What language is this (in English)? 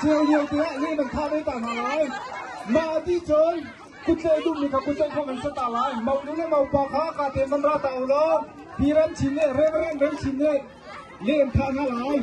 Hakha Chin